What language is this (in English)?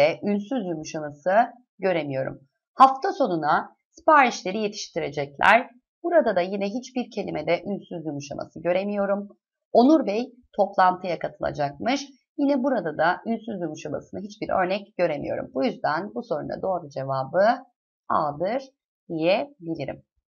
Turkish